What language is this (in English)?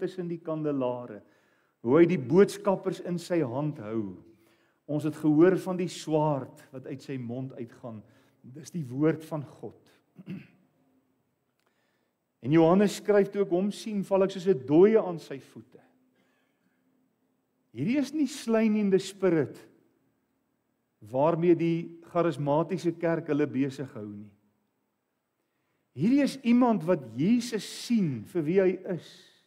Afrikaans